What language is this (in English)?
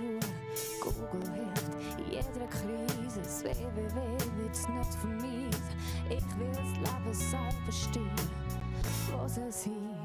Swiss German